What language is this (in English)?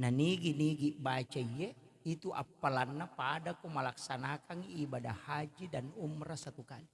Buginese